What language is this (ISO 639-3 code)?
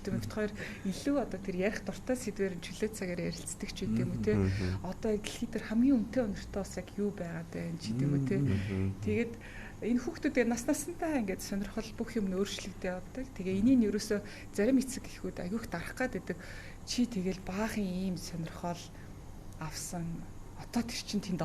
mon